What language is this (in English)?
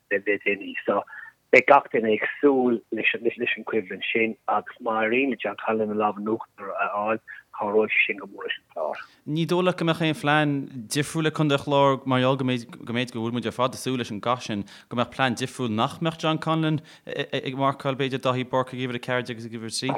Irish